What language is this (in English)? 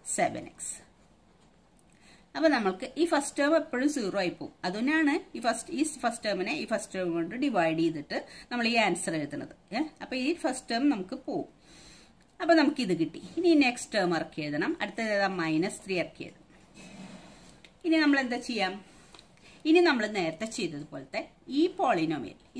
Malayalam